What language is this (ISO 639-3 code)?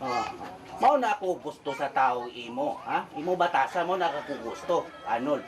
ceb